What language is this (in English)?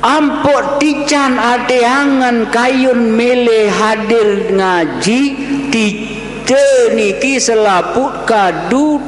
Sasak